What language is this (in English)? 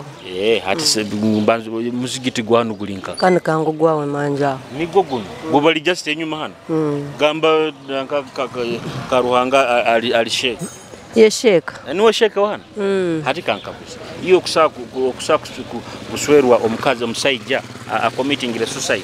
Nyoro